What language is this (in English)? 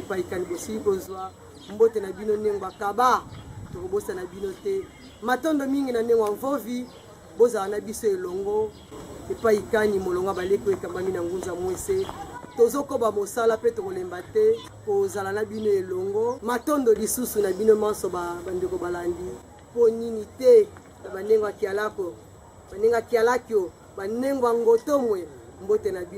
Lingala